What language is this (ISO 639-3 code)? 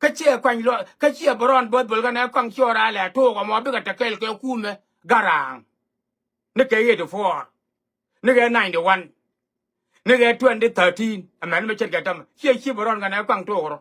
nus